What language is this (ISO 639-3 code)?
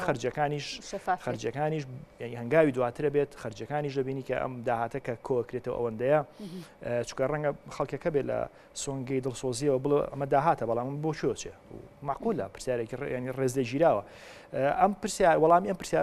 ckb